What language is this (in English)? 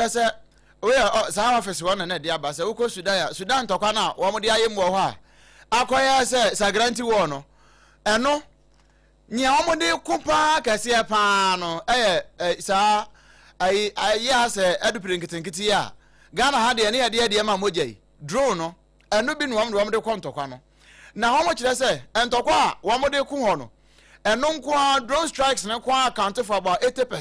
Akan